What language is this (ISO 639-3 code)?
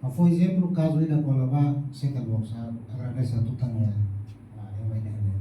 tet